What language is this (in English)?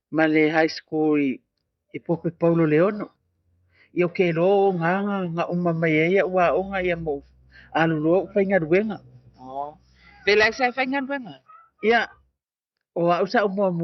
Samoan